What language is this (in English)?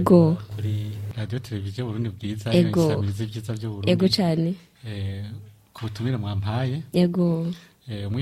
Rundi